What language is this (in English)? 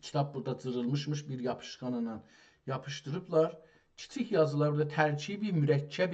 South Azerbaijani